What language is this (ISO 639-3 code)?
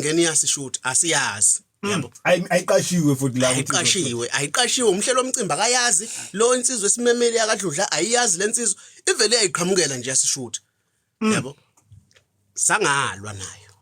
zul